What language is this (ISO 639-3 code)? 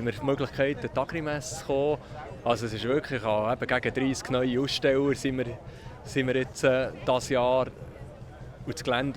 gsw